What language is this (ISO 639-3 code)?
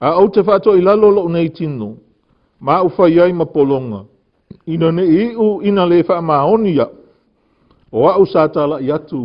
smo